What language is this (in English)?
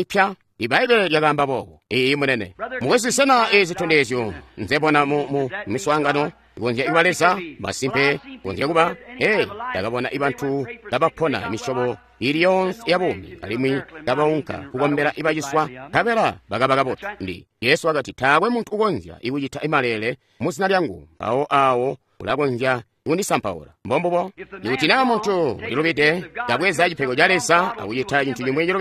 Tonga (Zambia)